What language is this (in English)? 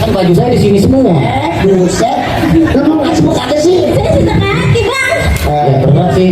Betawi